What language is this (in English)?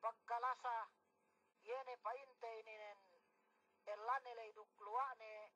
Yakan